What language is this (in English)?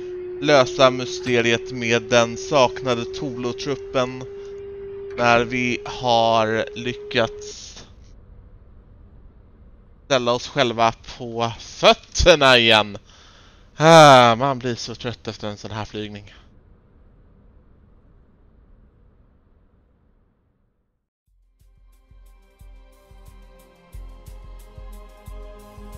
Swedish